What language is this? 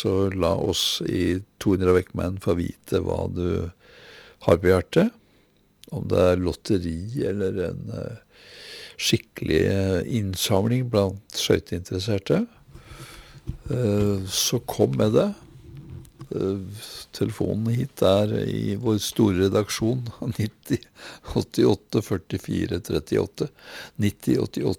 Norwegian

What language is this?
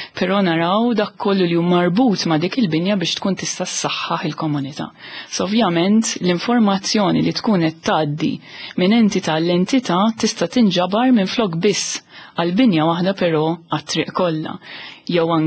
Maltese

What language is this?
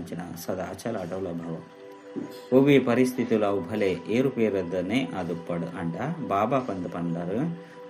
Tulu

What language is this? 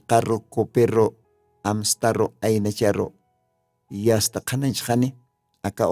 Aymara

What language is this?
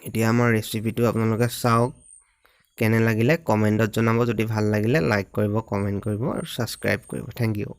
Assamese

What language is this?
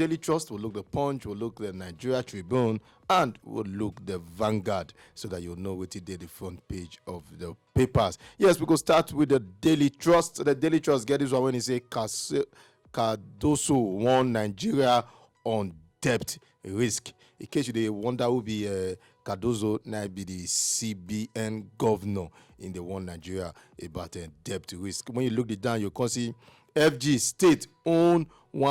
Nigerian Pidgin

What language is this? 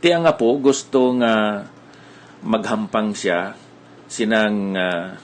Hiligaynon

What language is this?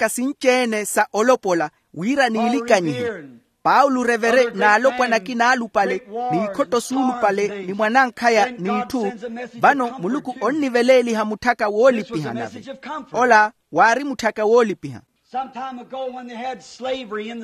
Makhuwa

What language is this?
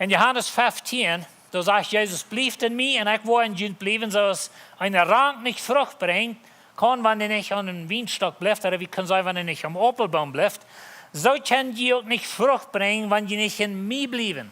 Plautdietsch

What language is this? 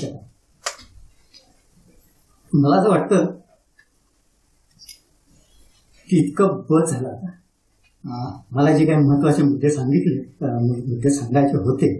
Marathi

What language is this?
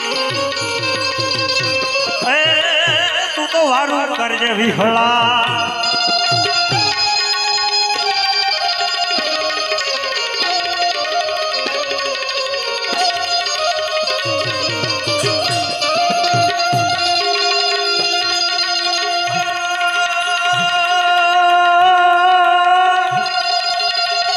Gujarati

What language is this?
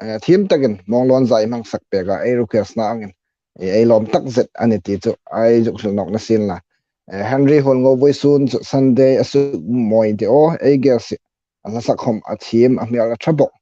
Hmar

